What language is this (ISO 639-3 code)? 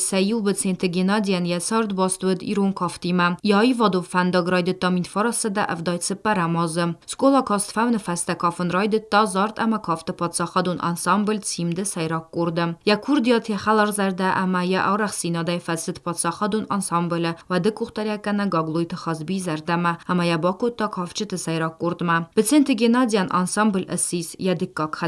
oss